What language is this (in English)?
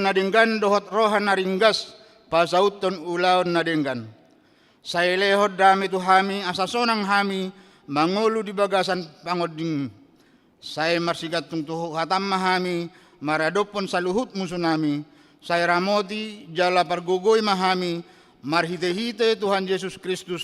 Batak Toba